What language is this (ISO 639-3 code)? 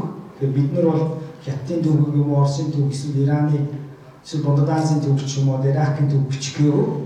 mon